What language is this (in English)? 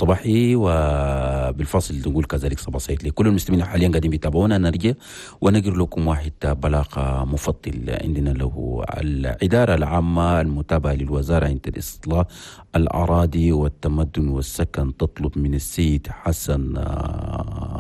Chadian Arabic